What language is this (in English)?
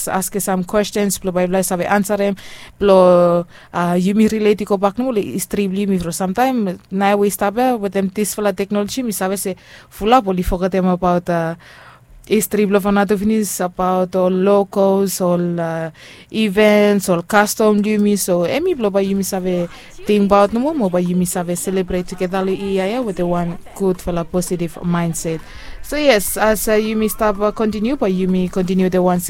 Bislama